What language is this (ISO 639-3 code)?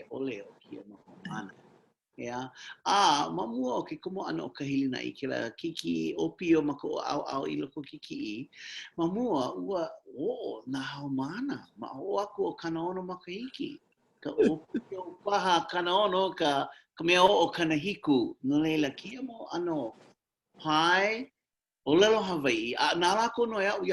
haw